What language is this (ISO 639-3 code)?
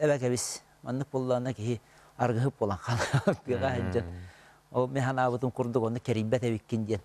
sah